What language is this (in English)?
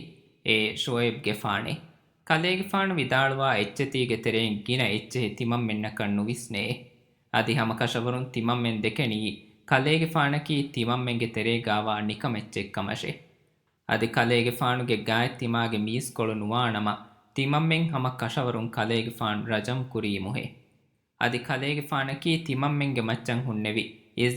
Divehi